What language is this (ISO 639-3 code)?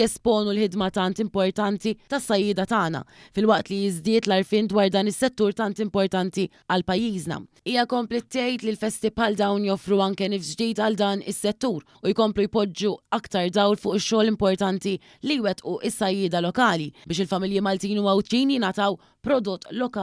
mlt